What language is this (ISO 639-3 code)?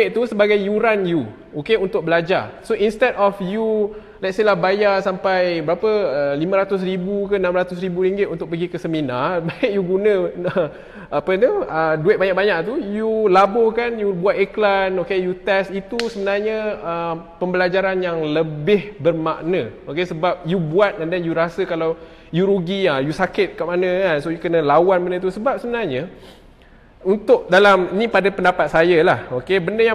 msa